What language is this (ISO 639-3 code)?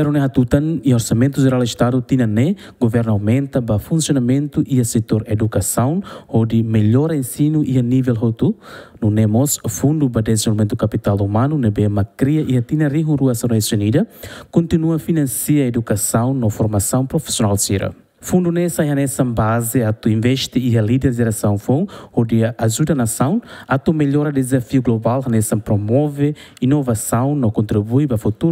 tet